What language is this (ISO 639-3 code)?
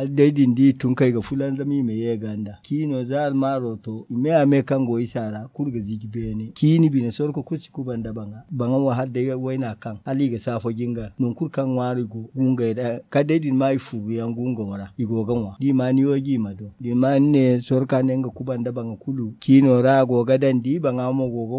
dje